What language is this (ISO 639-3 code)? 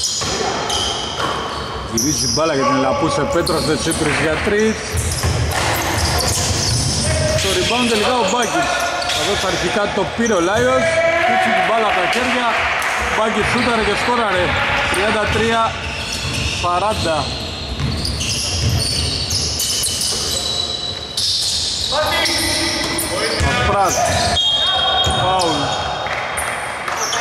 ell